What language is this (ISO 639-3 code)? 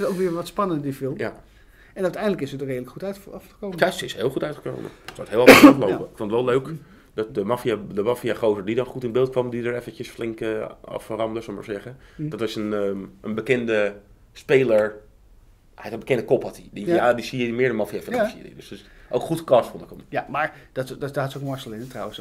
nld